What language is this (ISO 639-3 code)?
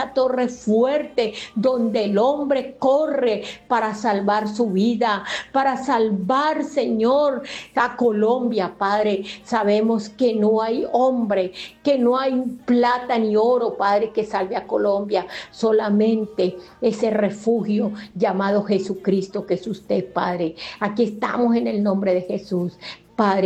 spa